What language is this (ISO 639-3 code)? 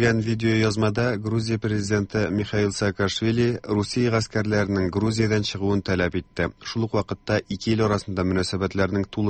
tat